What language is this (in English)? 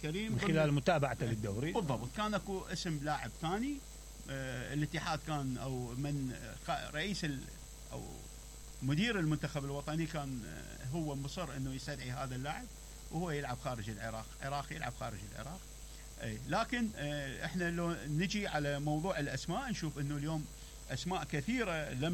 Mesopotamian Arabic